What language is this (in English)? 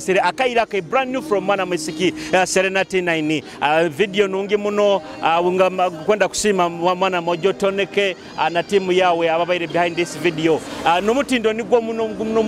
Nyoro